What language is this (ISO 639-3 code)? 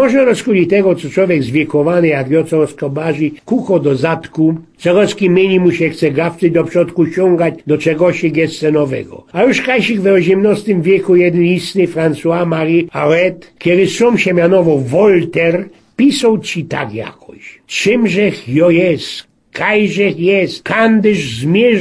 szl